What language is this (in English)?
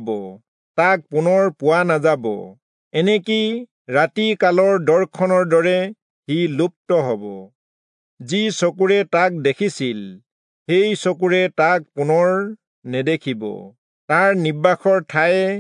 Assamese